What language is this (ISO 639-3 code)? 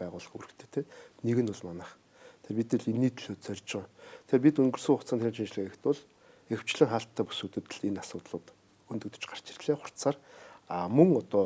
mon